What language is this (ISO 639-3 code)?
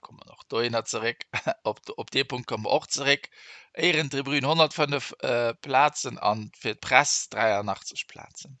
ltz